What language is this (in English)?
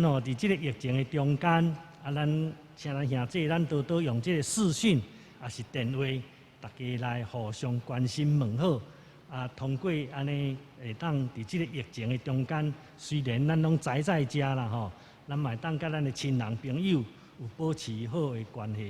Min Nan Chinese